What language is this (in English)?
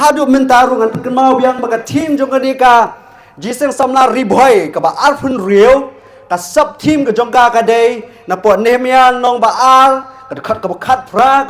Khasi